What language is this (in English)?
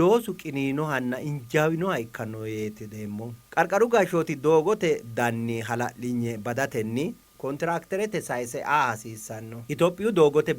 Sidamo